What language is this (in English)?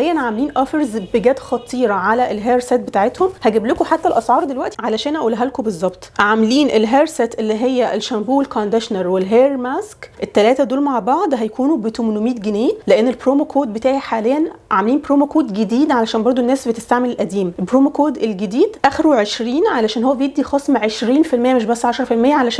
Egyptian Arabic